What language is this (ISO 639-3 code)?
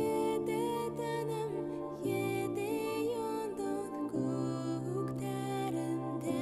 bak